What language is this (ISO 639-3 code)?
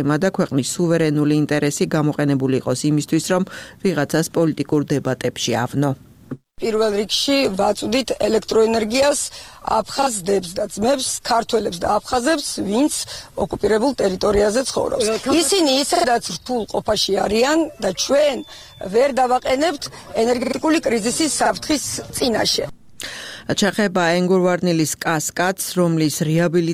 kat